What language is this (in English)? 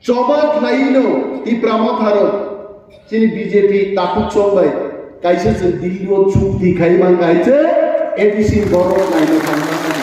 Kok Borok